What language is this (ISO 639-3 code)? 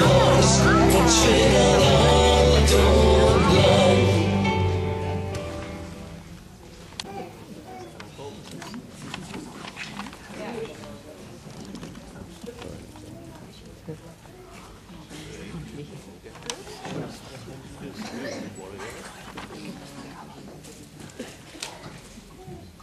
cat